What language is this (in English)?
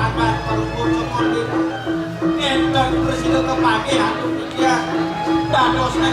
Balinese